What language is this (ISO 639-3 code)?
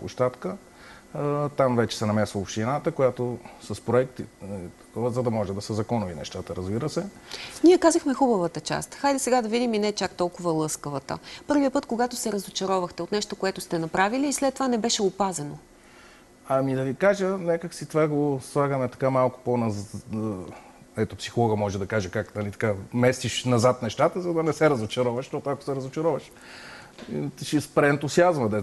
bul